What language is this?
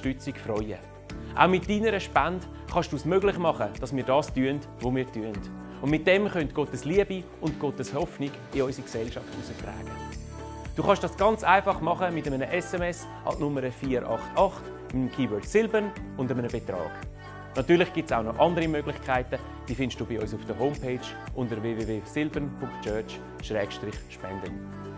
Swiss German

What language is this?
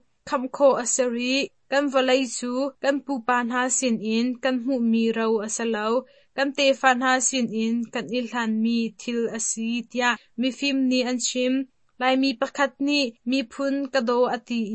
Hakha Chin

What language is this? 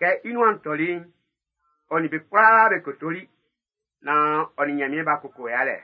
Baoulé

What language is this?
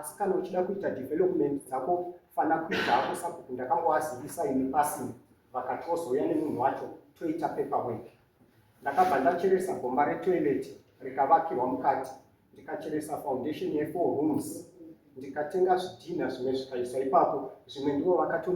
Shona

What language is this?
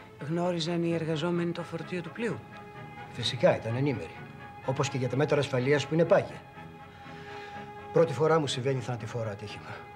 Greek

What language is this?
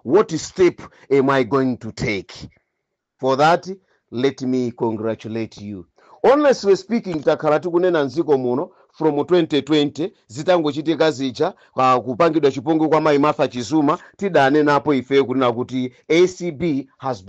Nyanja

